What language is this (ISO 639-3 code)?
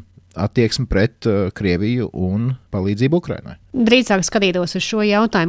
lav